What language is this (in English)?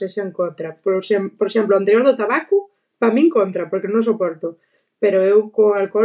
Galician